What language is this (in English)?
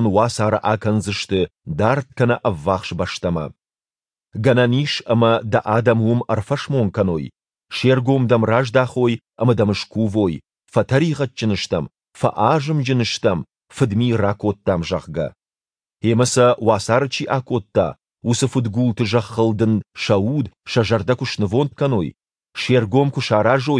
Ossetic